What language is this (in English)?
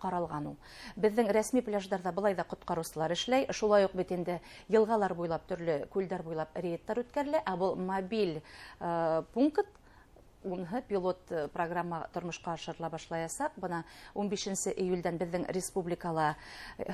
Bashkir